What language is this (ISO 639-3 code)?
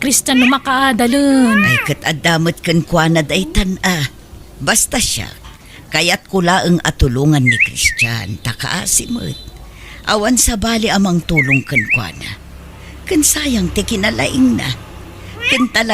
ilo